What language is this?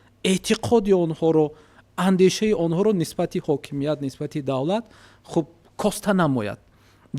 Tajik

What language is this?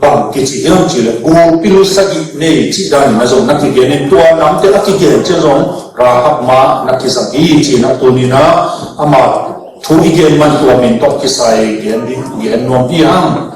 Tedim Chin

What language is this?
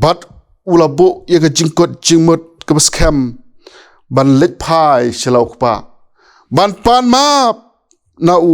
Khasi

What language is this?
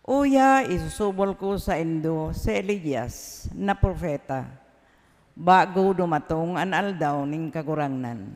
Bikol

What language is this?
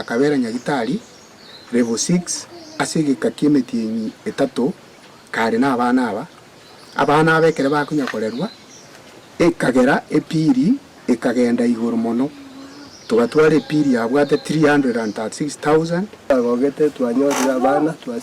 Gusii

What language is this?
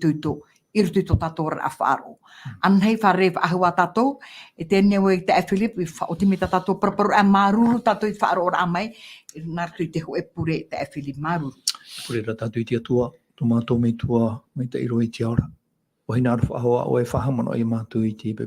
Tahitian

